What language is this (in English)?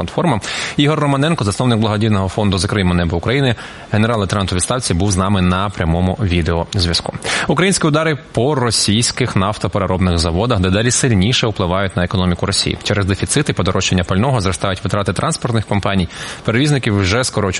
Ukrainian